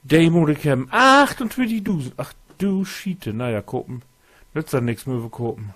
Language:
Low German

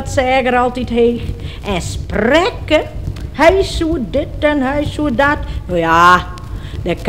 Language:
Western Frisian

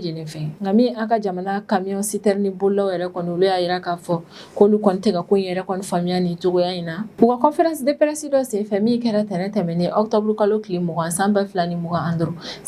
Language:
Bambara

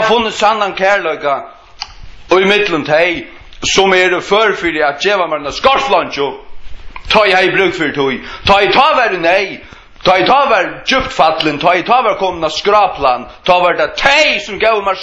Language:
Faroese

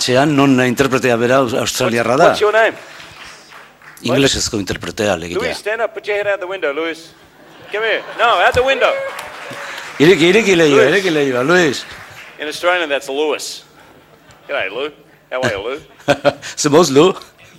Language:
Basque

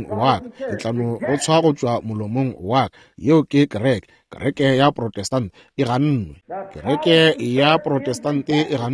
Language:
Northern Sotho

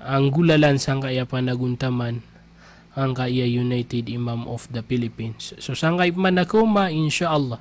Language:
Maranao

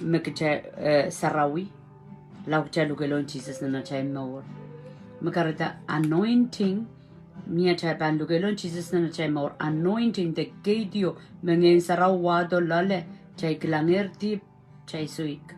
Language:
Pohnpeian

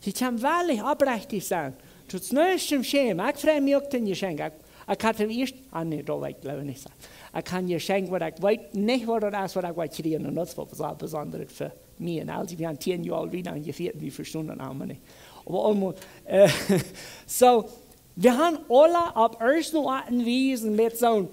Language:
Plautdietsch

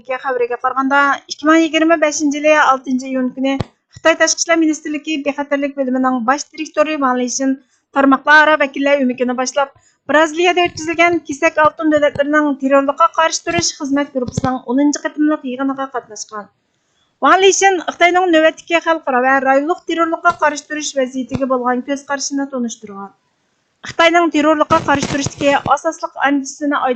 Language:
Uyghur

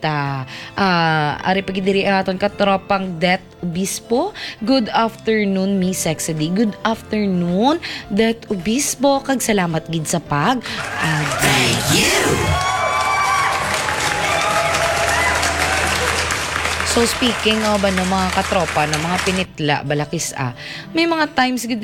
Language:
Hiligaynon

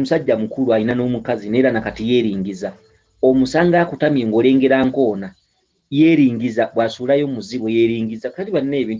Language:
Ganda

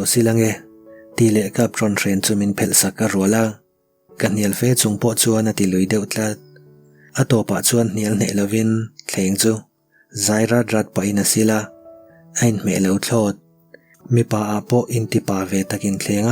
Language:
Mizo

